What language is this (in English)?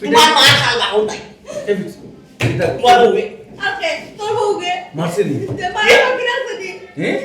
Sylheti